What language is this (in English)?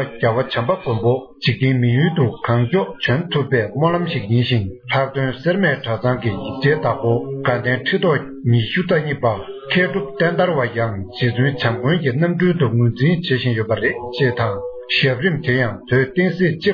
Tibetan